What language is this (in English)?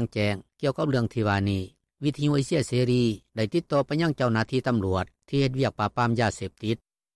Lao